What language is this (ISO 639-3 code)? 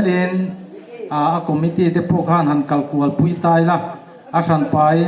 hmr